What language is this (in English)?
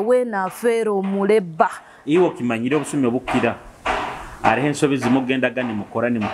Nyoro